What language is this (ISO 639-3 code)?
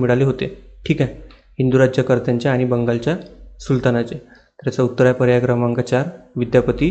mar